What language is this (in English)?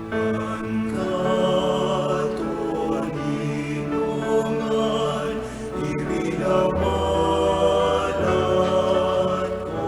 Bikol